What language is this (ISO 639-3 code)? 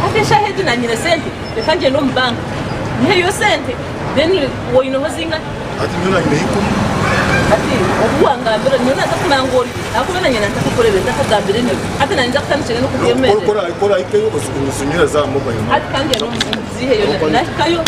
nyn